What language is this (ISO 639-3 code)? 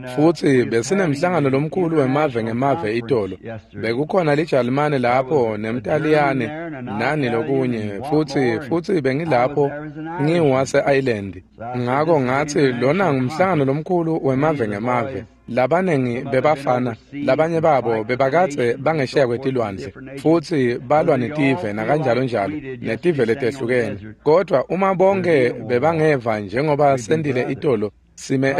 ssw